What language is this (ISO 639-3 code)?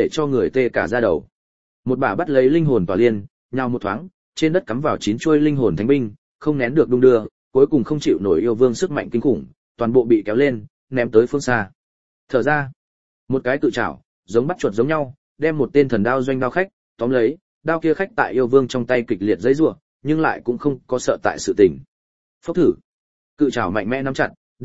vie